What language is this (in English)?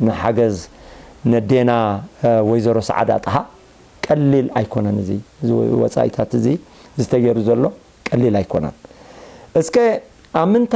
Tigrinya